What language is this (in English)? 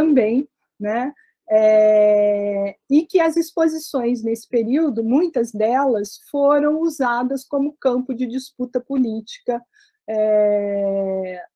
Portuguese